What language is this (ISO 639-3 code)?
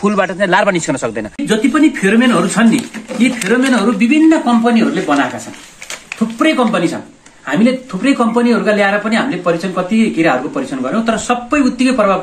nep